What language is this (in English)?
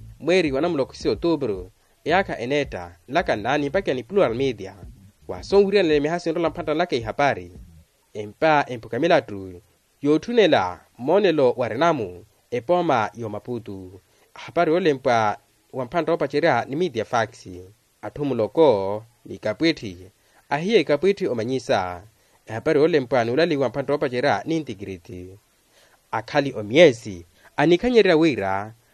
Makhuwa